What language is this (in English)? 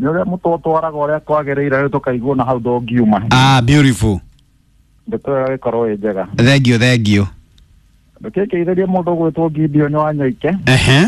Kikuyu